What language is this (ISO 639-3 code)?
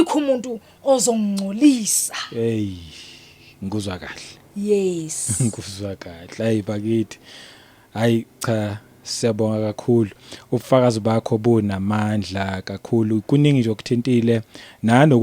zul